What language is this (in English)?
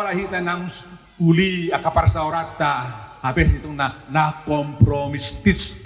Batak Toba